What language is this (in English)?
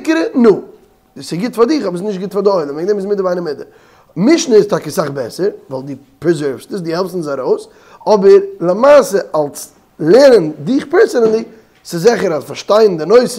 Yiddish